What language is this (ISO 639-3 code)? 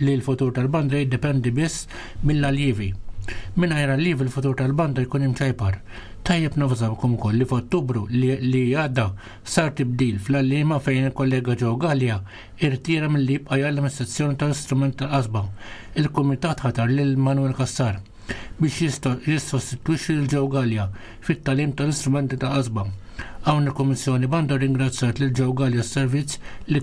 mlt